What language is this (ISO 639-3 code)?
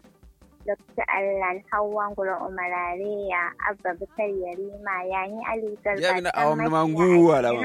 kau